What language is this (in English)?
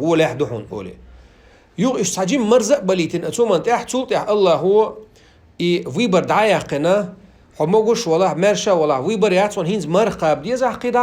Chechen